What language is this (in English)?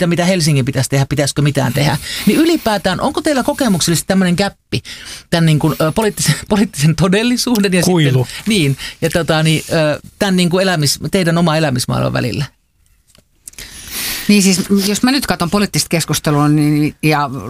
Finnish